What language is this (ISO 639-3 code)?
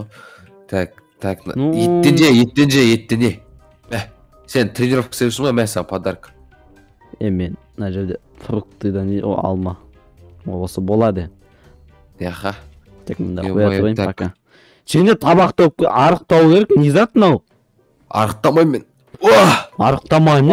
kaz